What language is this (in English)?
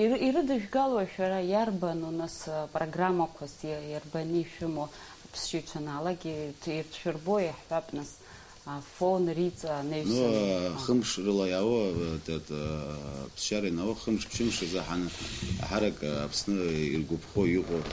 Abkhazian